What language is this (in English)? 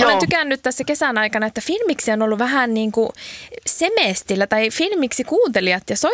Finnish